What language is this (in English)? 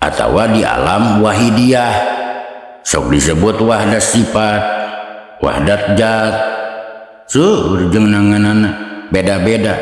Sundanese